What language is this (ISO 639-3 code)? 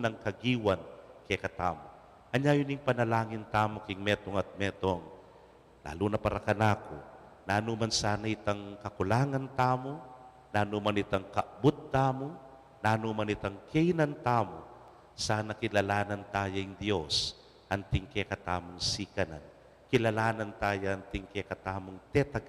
pam